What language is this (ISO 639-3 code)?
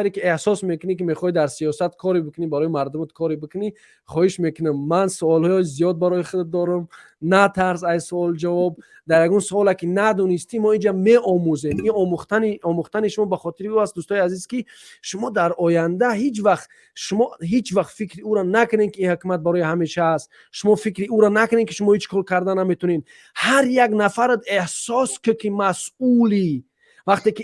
tgk